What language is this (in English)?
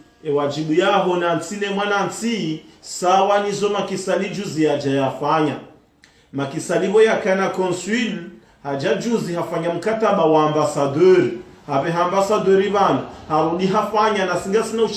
Ngazidja Comorian